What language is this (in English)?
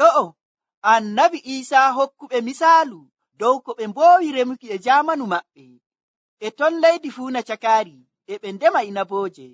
Nigerian Fulfulde